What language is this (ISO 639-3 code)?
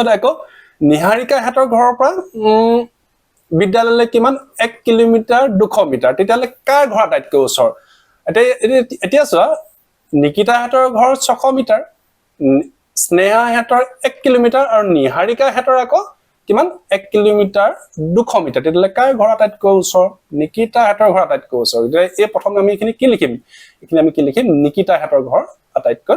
asm